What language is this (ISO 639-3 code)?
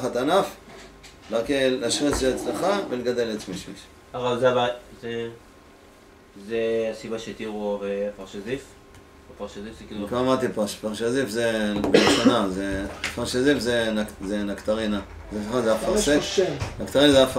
heb